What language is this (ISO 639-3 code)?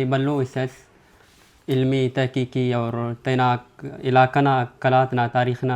brh